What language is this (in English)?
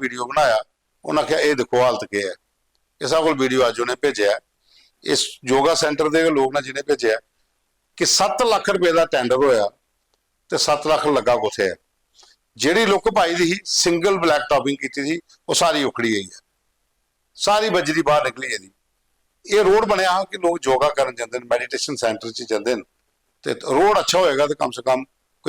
Dogri